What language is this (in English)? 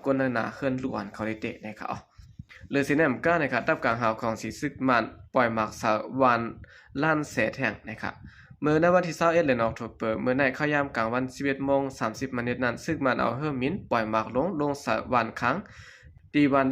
Shan